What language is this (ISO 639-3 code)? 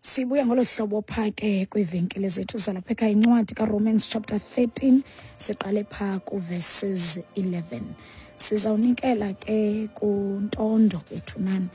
xho